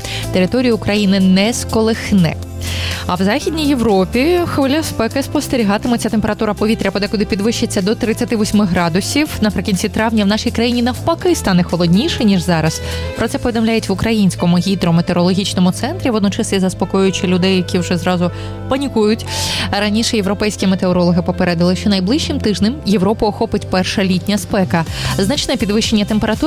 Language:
Ukrainian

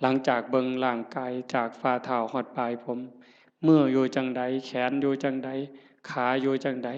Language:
Northeastern Thai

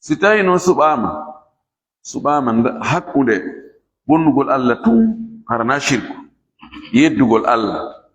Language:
Fula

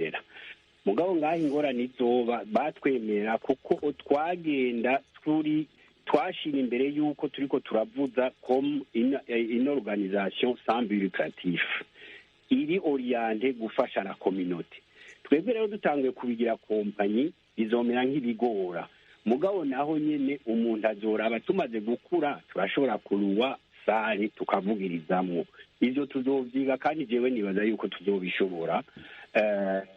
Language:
Rundi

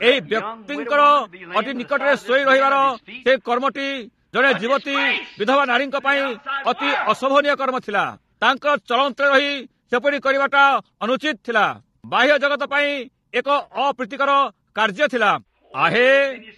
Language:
Odia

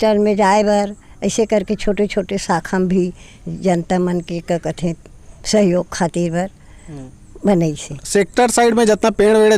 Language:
Chhattisgarhi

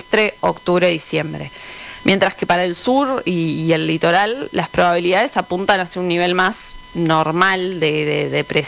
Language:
Spanish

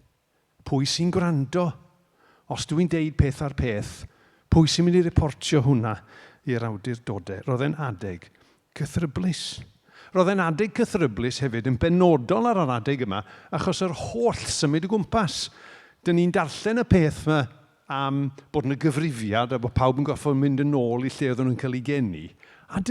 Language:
Welsh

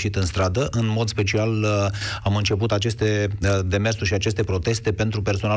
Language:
Romanian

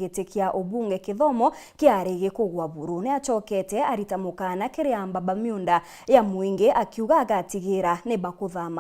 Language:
Meru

